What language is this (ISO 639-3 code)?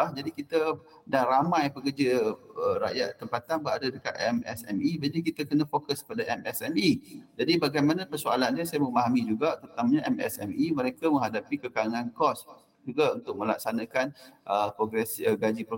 msa